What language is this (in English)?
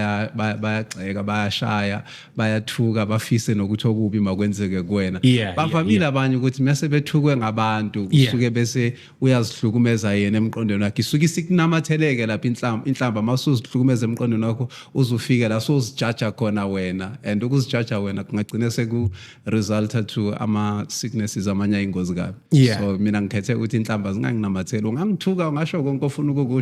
Zulu